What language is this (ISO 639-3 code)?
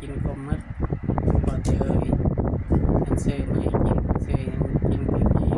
tts